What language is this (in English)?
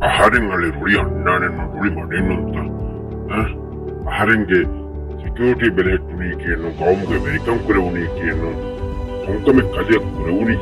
Divehi